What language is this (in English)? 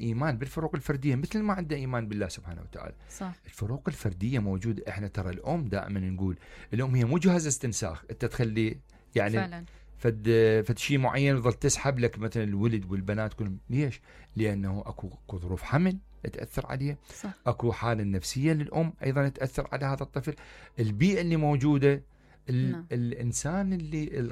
Mesopotamian Arabic